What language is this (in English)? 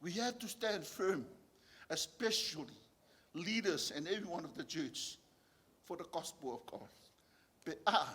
Samoan